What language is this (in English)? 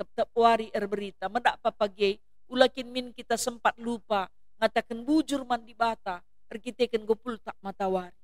Batak Karo